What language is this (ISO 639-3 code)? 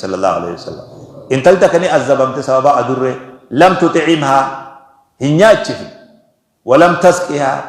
orm